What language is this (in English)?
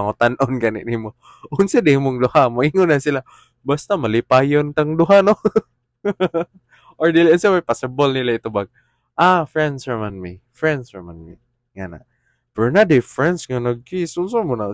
Cebuano